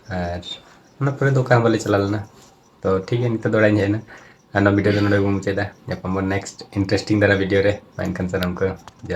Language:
Santali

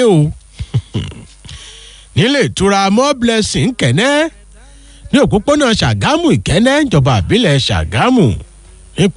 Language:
Yoruba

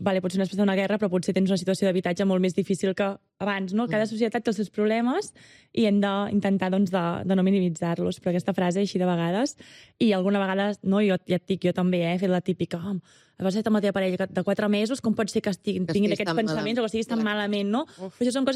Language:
Catalan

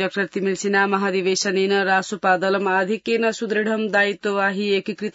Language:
Sanskrit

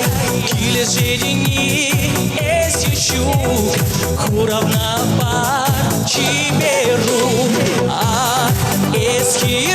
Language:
Chuvash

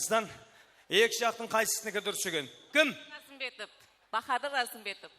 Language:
Kara-Kalpak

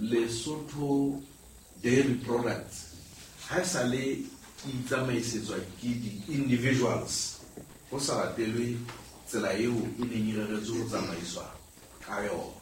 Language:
Southern Sotho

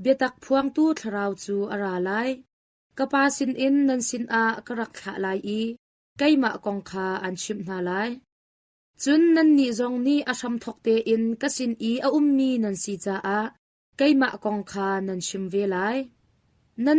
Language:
Hakha Chin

